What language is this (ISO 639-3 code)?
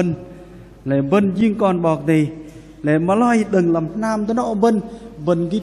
bdq